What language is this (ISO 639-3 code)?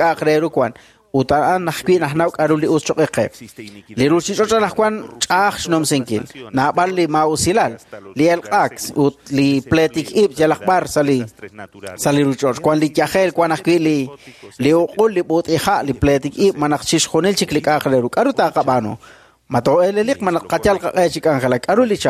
kek